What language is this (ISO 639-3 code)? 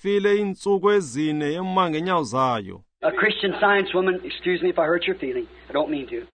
xho